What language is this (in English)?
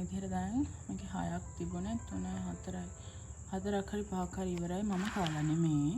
Sinhala